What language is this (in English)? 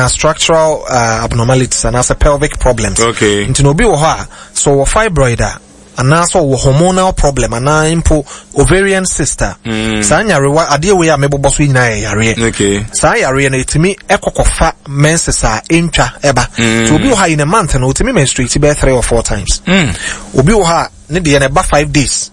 Akan